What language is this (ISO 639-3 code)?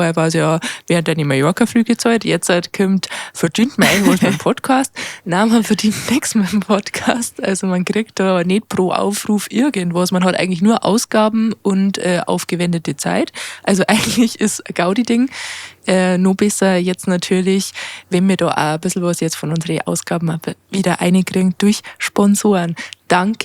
bar